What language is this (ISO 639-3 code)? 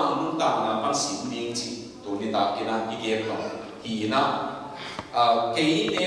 ctd